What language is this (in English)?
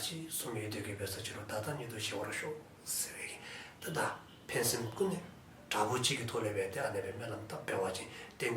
Dzongkha